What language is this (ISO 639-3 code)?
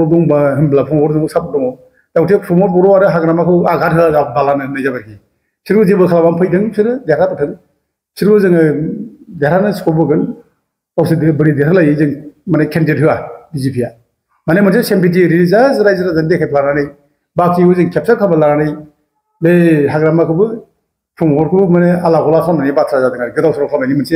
brx